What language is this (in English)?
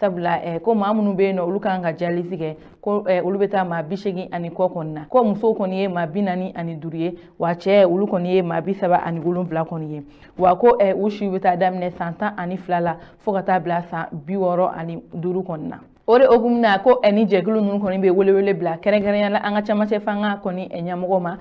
Bambara